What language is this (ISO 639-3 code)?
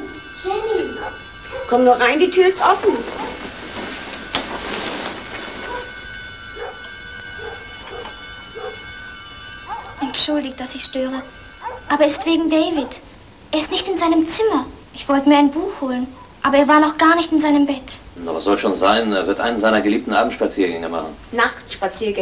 deu